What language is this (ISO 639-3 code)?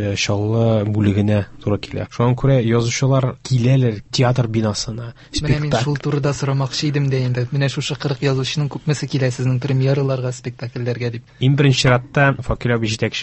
tat